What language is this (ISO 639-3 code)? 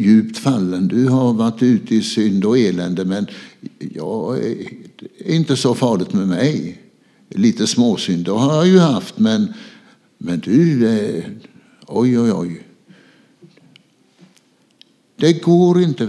swe